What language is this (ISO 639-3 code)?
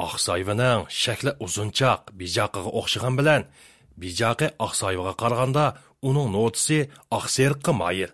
uig